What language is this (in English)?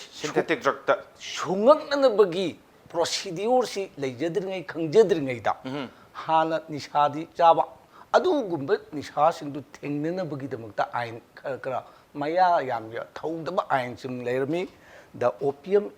Manipuri